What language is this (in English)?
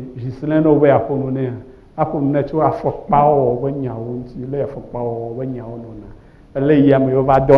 Ewe